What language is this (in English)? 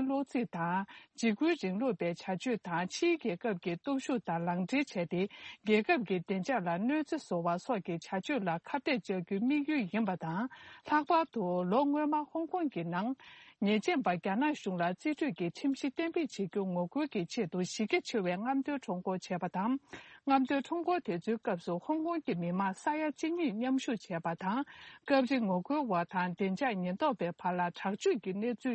Tibetan